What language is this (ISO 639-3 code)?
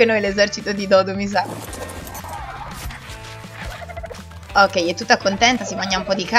ita